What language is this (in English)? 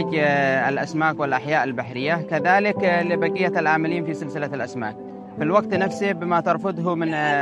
Arabic